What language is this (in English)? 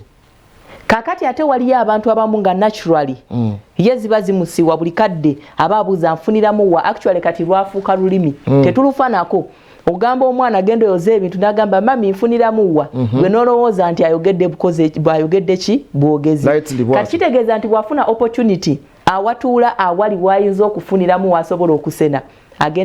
Ganda